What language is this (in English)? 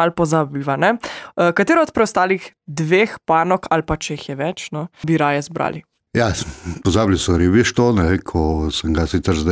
Slovenian